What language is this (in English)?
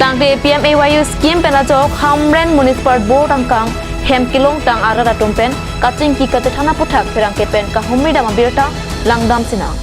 Karbi